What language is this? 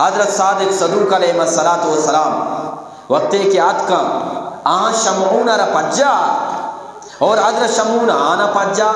Eastern Balochi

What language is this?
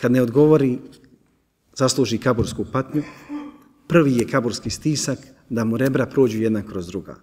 Bosnian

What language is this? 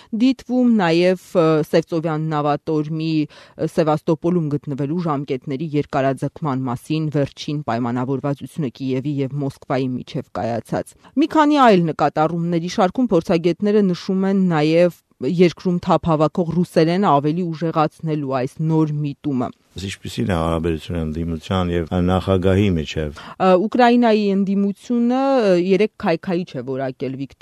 Armenian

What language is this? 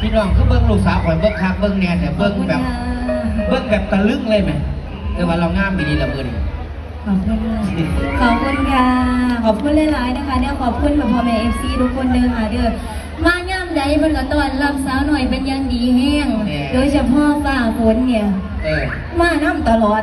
Northeastern Thai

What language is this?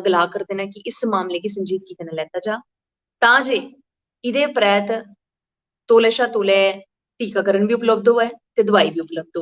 Dogri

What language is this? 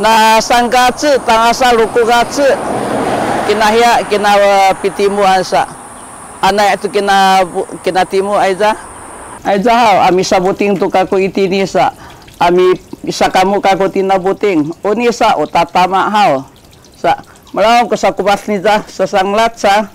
Sakizaya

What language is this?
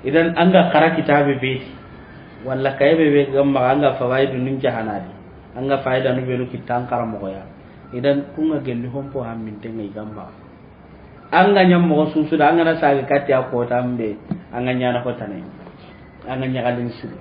Soninke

